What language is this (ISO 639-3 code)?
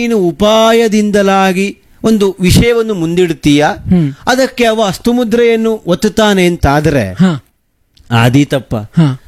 kan